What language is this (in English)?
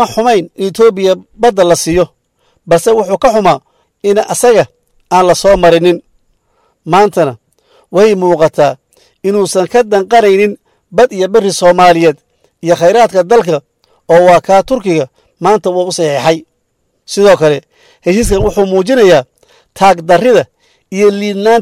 Somali